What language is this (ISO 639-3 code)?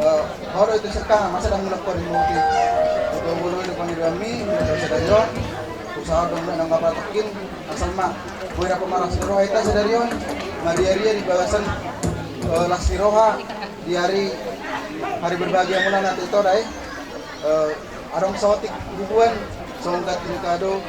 bbc